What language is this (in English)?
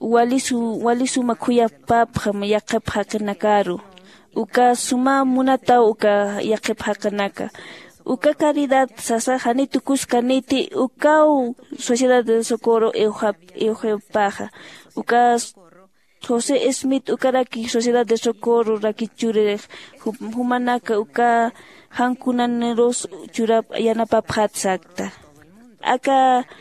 Aymara